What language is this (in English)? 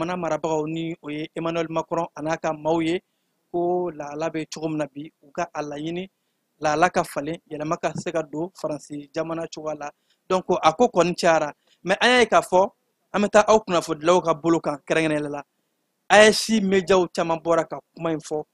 Bambara